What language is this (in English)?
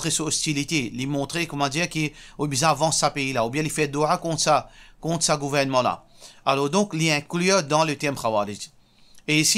Morisyen